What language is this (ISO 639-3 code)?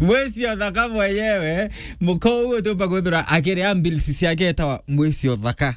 mer